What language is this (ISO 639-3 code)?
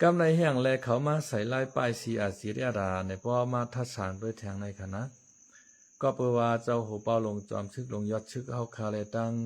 shn